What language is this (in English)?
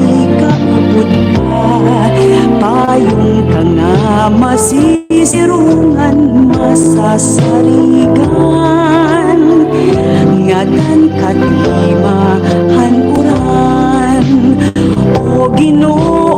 Waray